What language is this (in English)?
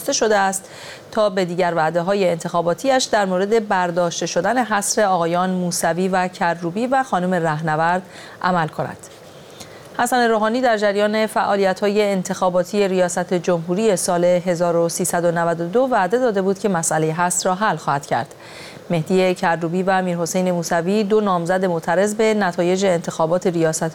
Persian